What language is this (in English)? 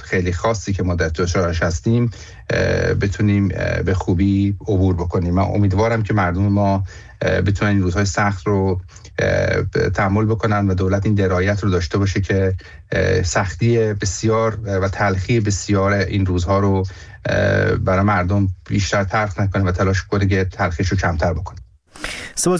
Persian